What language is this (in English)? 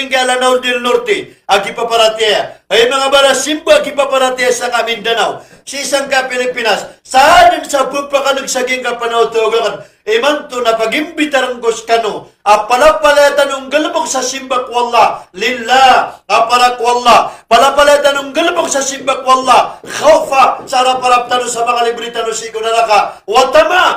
Maranao